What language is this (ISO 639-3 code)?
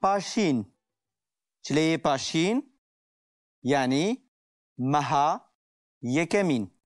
kur